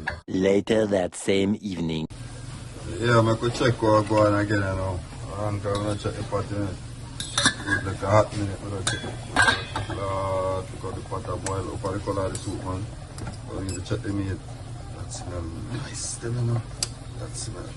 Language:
Jamaican Creole English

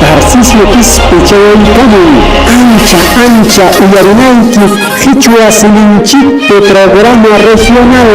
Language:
Ayacucho Quechua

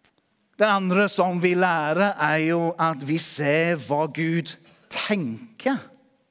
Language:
Norwegian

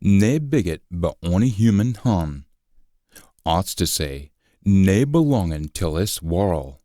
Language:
Scots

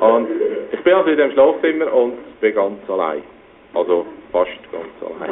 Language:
Swiss German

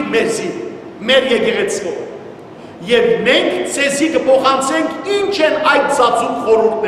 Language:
Western Armenian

